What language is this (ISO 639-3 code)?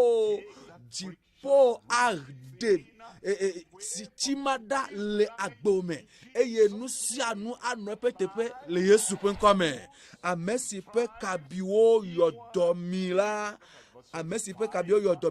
ewe